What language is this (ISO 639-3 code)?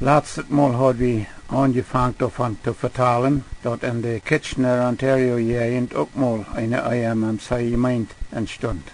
pdt